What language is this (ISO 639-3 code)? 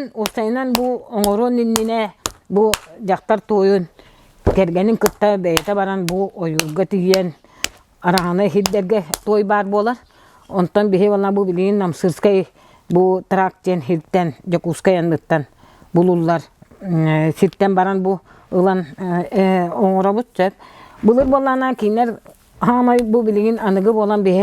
sah